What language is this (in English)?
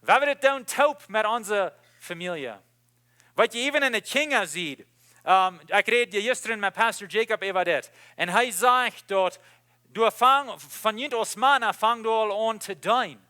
Plautdietsch